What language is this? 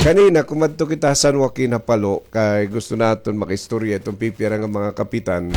Waray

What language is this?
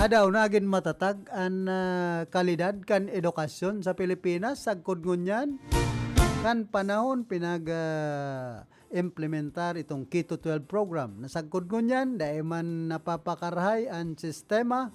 Bikol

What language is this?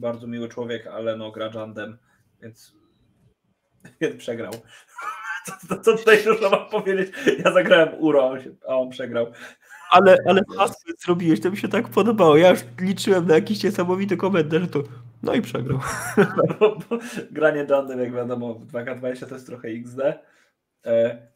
Polish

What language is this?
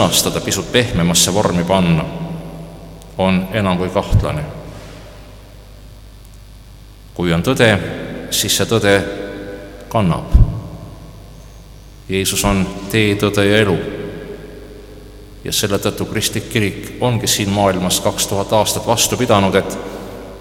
Estonian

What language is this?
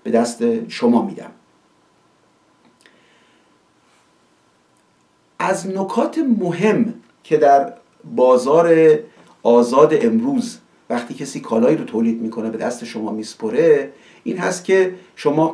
Persian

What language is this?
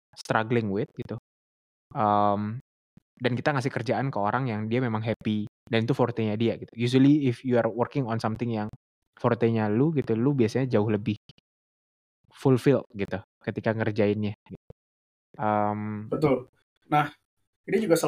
Indonesian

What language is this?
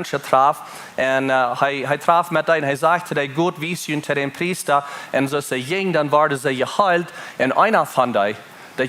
Plautdietsch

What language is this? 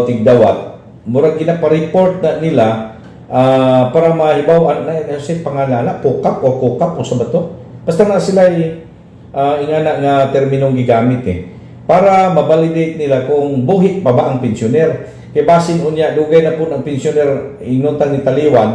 Cebuano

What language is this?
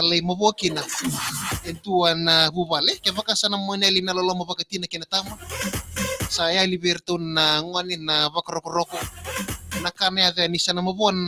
Fijian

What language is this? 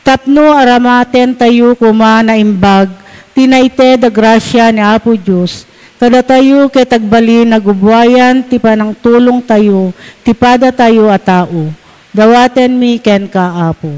Iloko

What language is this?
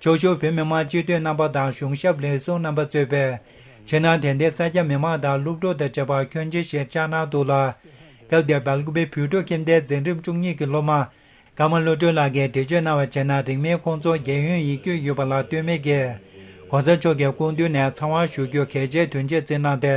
Tibetan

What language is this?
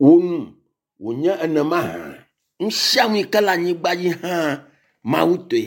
Ewe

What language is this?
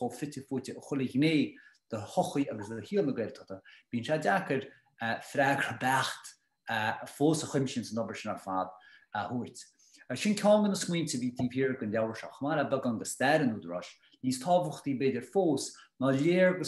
Irish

